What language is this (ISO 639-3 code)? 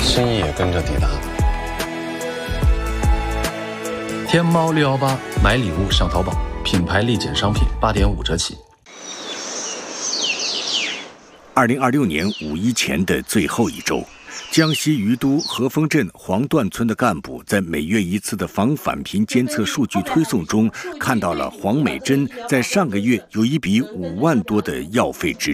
zho